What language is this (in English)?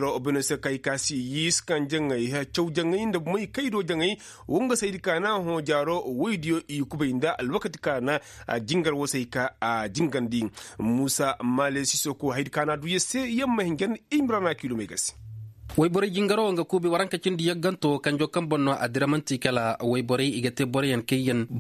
Koyraboro Senni